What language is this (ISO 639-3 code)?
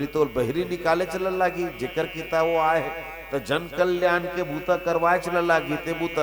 hne